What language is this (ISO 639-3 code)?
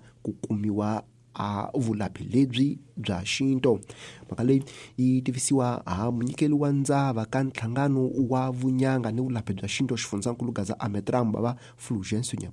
tso